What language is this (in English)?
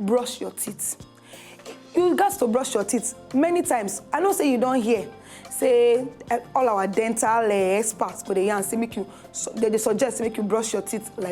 Nigerian Pidgin